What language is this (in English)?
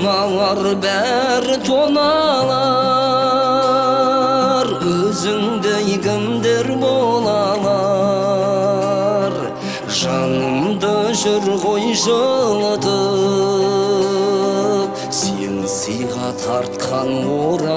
Kazakh